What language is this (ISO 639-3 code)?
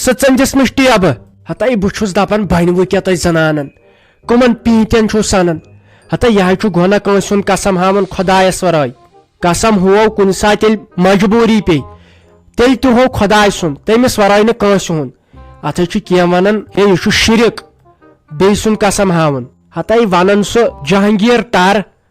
kas